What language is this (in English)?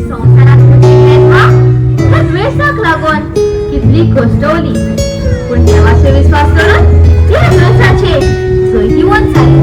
Konkani